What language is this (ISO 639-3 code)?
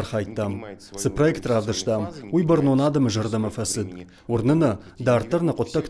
oss